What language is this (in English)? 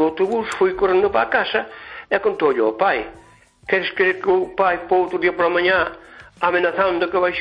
Galician